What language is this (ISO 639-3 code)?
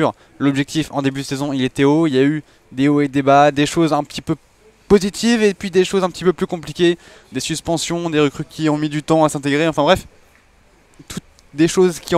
fra